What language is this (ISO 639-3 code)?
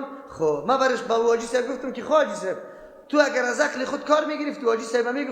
fas